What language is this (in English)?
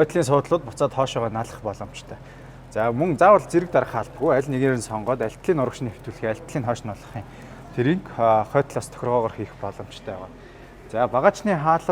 Mongolian